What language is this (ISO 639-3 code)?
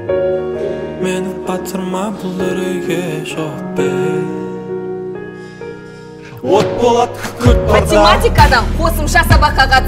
kaz